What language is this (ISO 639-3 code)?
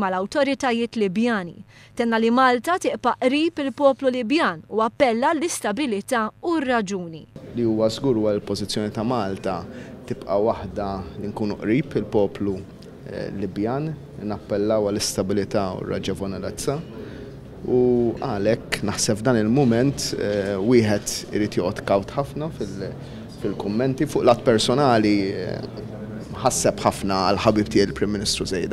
mlt